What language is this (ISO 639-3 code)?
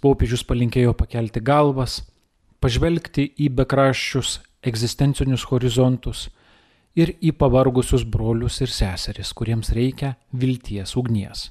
lit